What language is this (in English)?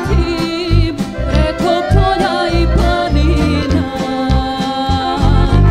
Serbian